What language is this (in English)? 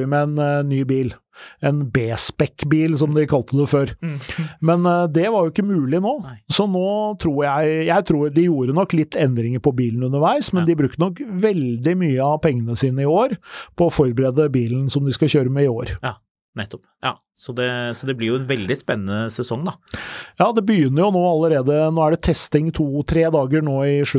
Norwegian